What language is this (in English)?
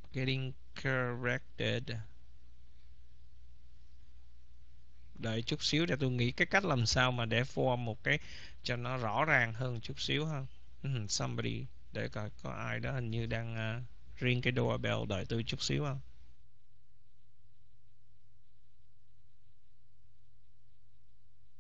Vietnamese